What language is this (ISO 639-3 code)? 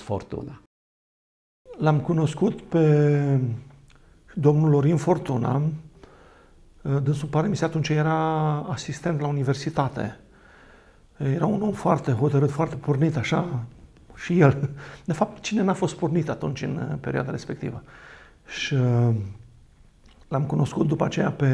ron